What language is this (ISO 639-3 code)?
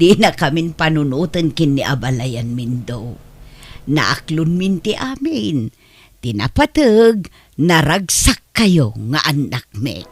ilo